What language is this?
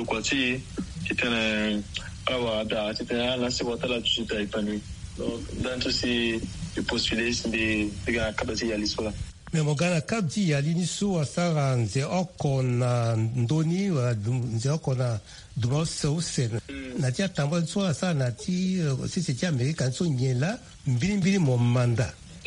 Sango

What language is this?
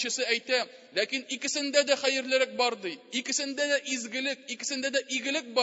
Tatar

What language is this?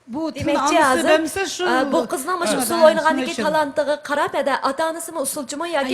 Uyghur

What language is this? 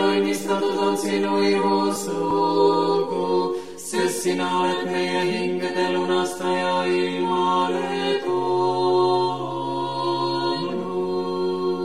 Estonian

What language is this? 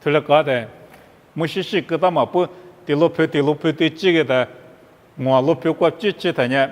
Lisu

